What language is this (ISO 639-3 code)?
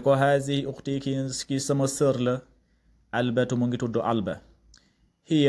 wol